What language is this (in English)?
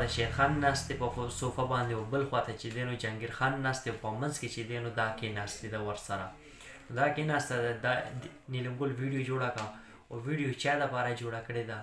Pashto